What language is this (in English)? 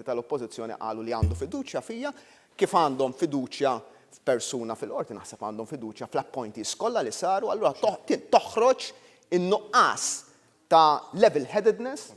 Maltese